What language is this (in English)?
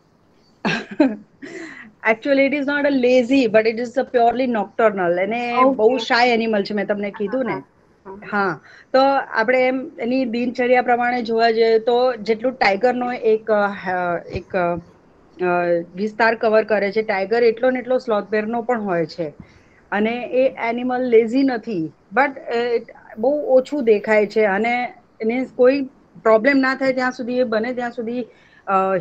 Gujarati